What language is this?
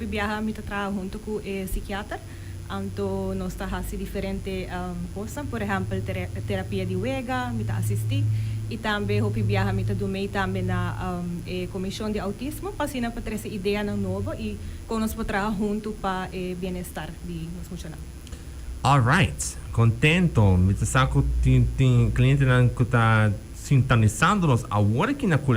Papiamento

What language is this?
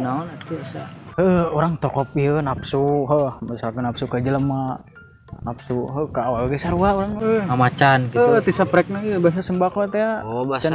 Sundanese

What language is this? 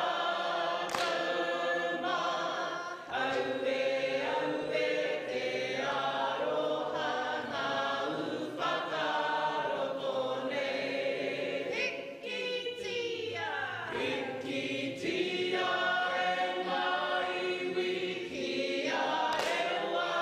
Māori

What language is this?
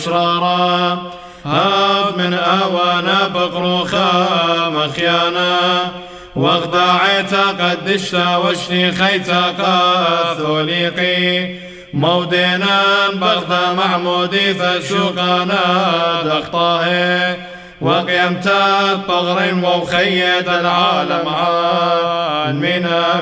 Classical Syriac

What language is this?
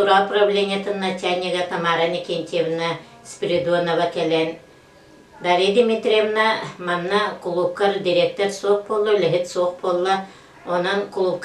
Yakut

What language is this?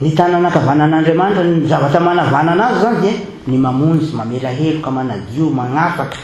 Malagasy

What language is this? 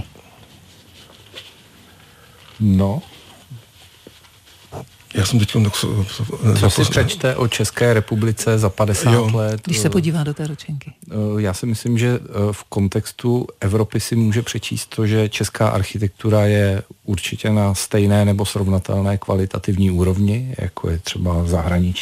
Czech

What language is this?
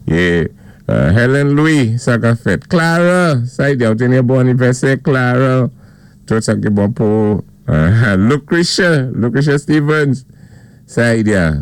Saint Lucian Creole French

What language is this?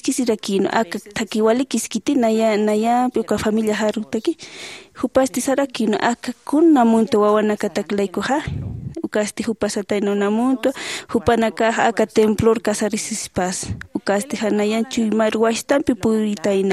Aymara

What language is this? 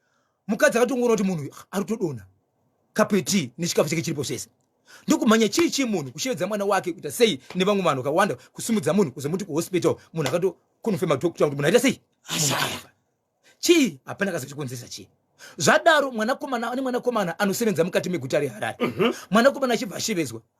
Shona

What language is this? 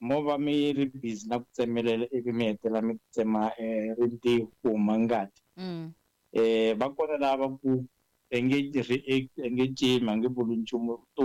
Tsonga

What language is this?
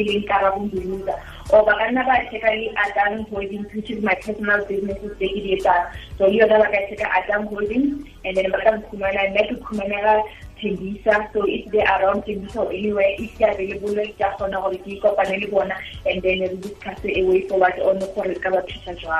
Tswana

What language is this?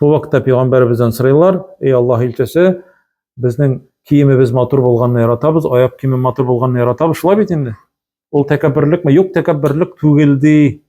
Tatar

